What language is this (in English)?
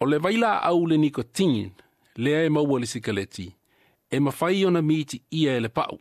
Samoan